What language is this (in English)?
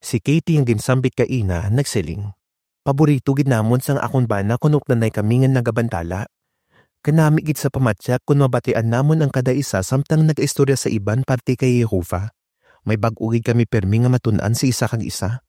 Hiligaynon